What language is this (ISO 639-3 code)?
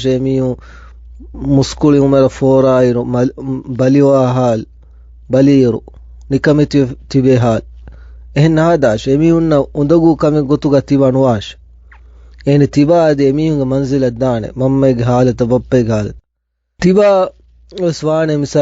div